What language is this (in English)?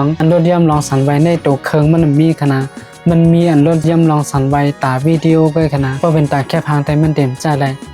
Shan